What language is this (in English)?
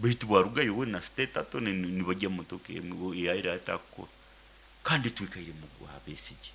Nyoro